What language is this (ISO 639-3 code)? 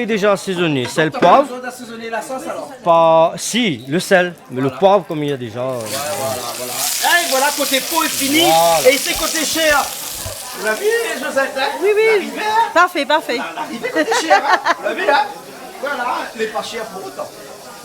rcf